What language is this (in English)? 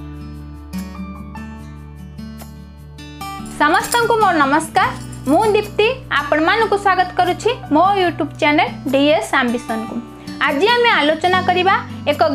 Odia